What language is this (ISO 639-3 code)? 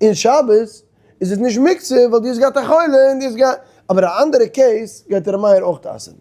yid